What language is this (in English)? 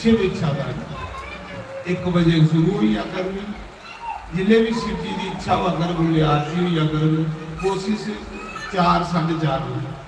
Dogri